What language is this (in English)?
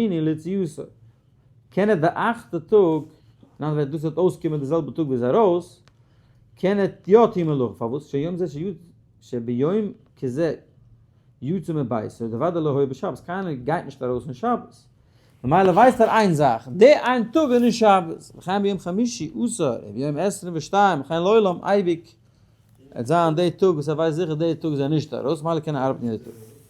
Yiddish